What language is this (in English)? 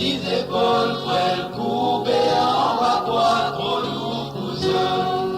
Morisyen